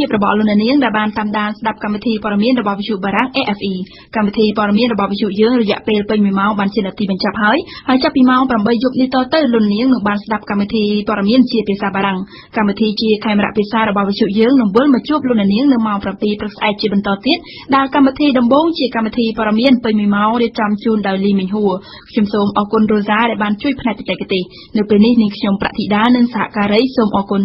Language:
Khmer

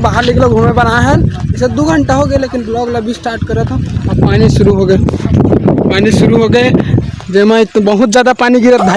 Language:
Chhattisgarhi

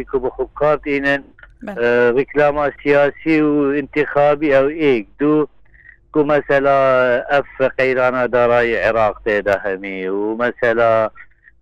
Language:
Kurdish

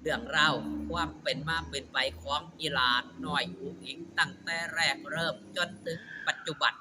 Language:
Northeastern Thai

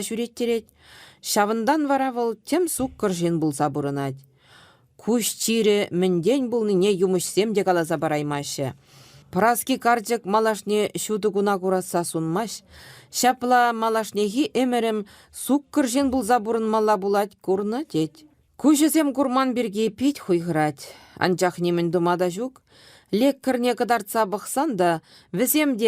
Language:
Chuvash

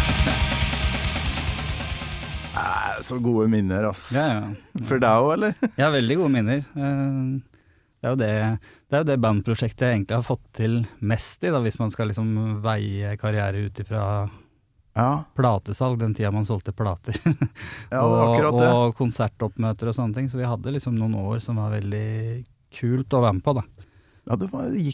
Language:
Norwegian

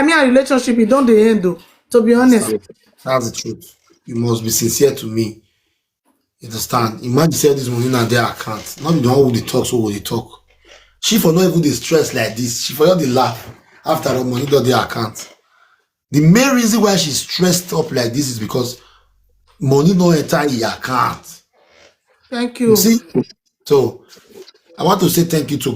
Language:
Nigerian Pidgin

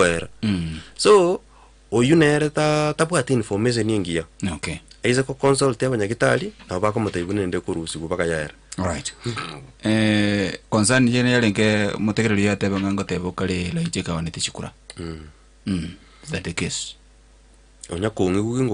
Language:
Gusii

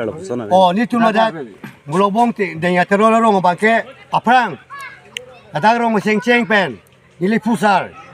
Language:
Karbi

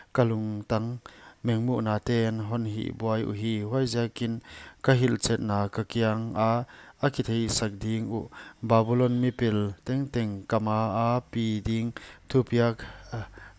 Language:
Paite Chin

